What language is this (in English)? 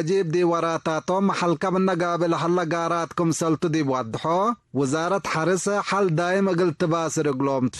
Tigre